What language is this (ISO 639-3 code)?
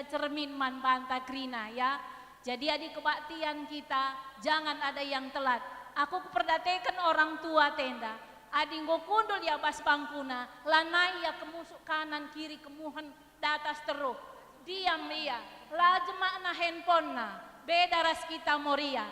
btx